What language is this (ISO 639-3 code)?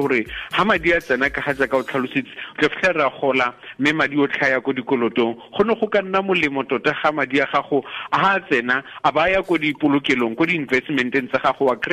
tsn